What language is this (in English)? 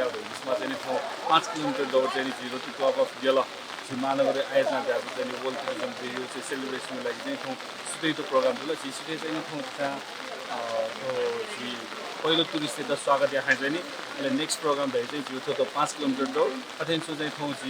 Newari